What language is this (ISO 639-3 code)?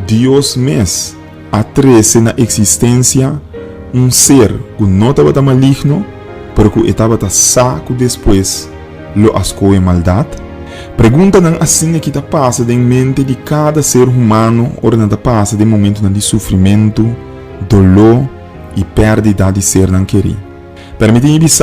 pap